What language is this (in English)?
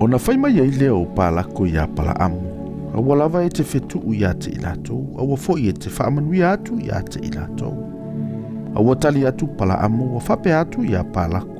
Samoan